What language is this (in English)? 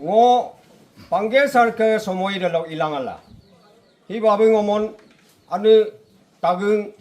Adi